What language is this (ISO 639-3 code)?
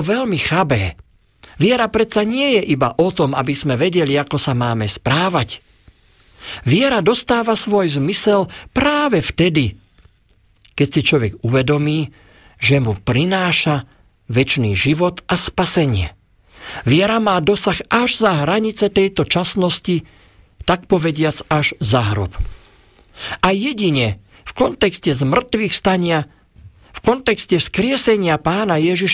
slk